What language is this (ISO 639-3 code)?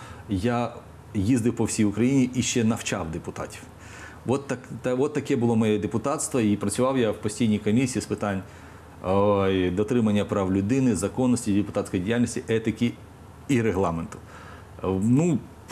ukr